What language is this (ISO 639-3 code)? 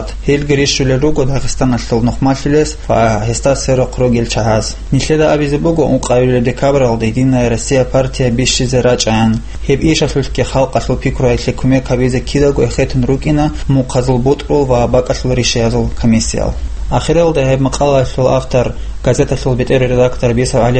ava